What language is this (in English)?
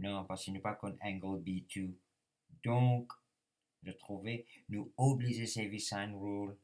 Morisyen